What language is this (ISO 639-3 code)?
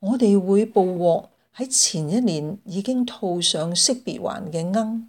yue